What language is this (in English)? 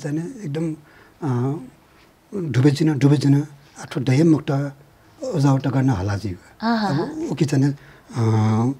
Newari